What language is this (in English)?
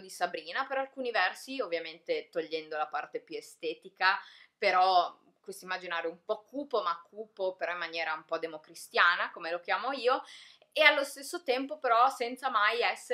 Italian